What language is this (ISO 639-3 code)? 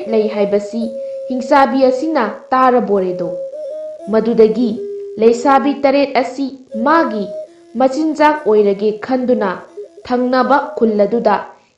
mni